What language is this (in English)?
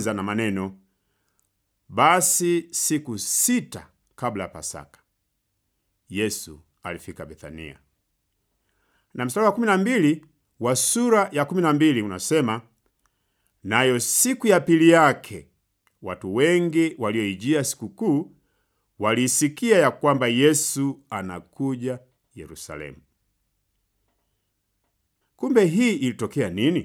Swahili